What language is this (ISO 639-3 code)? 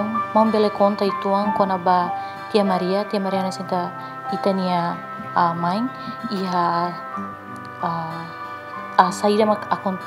tet